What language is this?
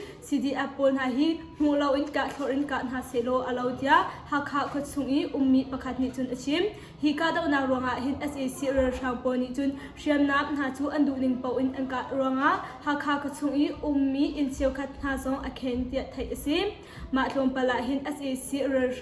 Hakha Chin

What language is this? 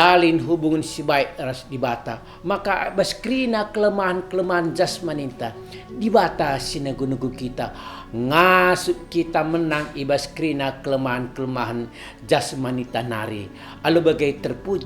Batak Karo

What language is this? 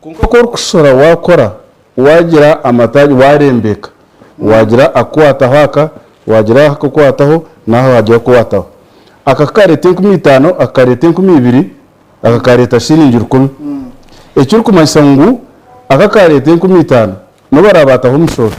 Nyankole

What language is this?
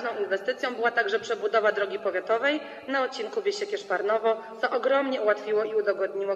Polish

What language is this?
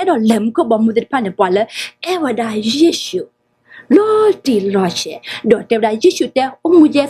S'gaw Karen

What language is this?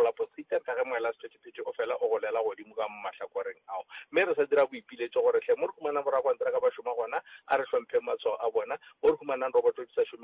Northern Sotho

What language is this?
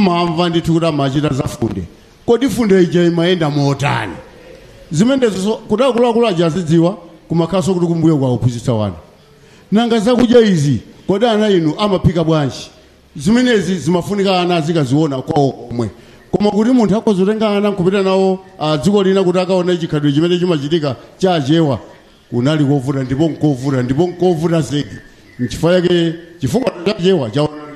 Nyanja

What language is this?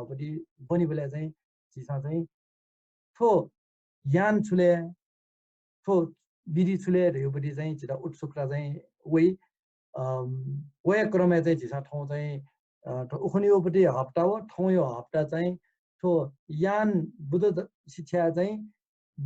Newari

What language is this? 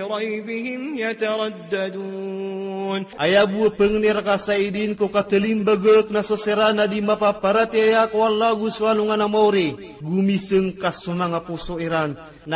Maranao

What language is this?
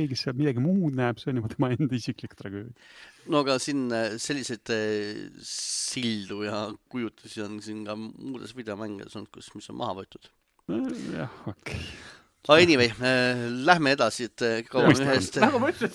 Estonian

